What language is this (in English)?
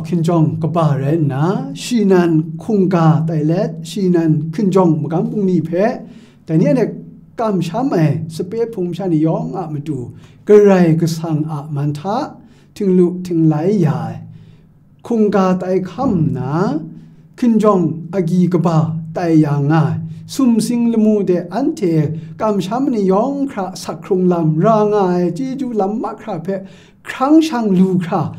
Kachin